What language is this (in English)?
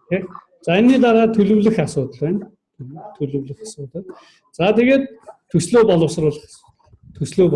Mongolian